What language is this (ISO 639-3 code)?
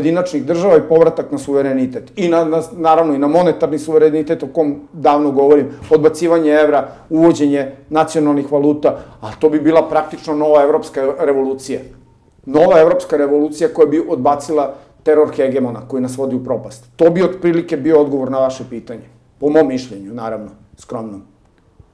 srp